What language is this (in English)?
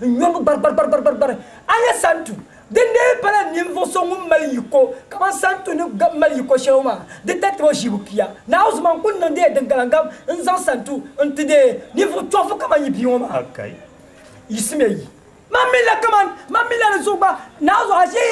Dagbani